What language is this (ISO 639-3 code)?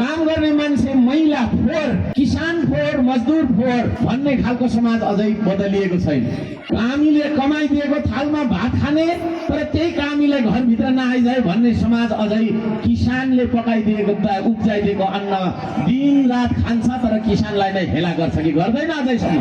nep